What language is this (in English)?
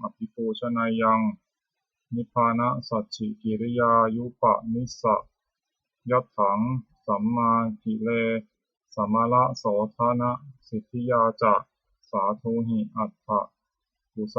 Pali